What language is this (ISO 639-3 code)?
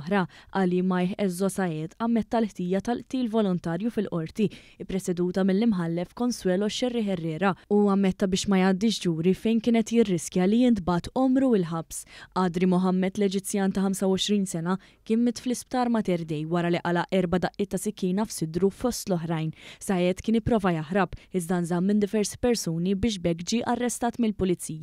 mlt